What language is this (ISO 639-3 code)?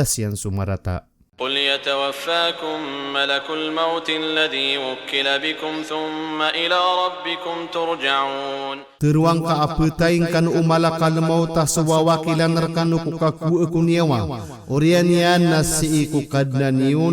mrw